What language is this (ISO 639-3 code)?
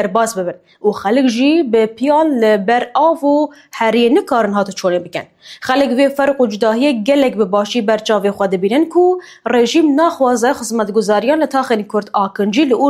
kur